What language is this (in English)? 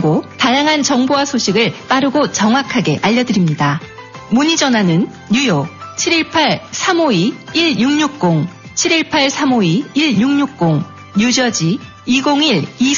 Korean